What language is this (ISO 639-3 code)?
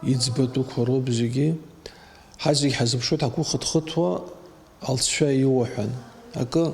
abk